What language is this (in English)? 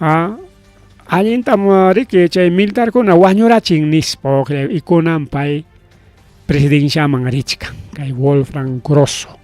Ayacucho Quechua